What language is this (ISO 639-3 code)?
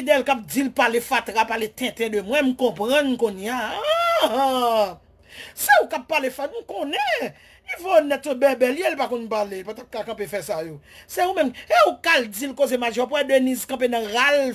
hat